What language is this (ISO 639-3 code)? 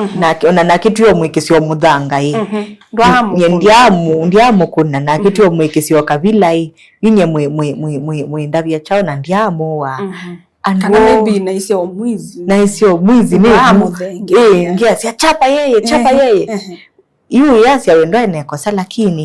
kam